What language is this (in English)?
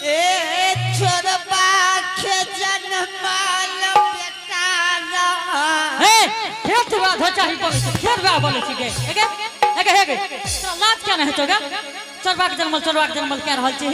Angika